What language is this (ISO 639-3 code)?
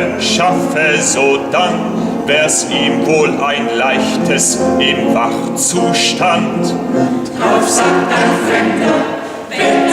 gsw